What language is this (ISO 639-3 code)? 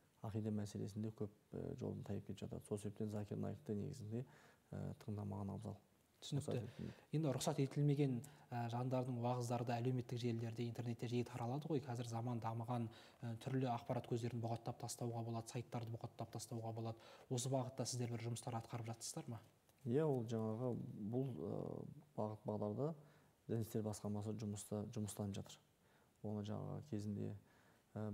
kaz